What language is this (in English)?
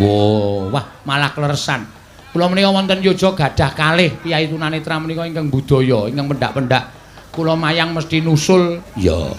Javanese